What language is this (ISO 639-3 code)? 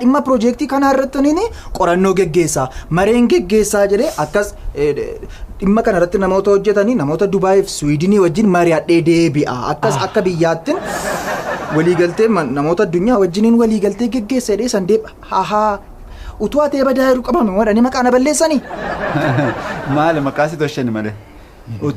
orm